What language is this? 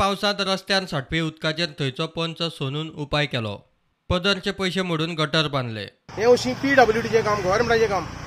Konkani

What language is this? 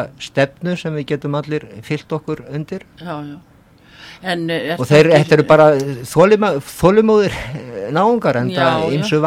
Icelandic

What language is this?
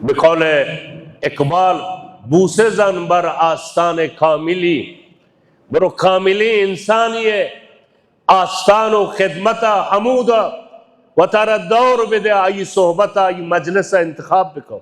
Baluchi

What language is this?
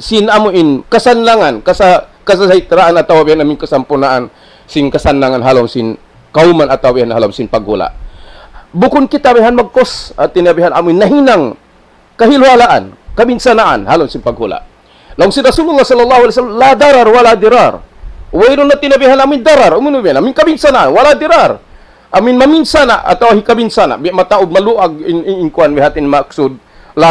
Tausug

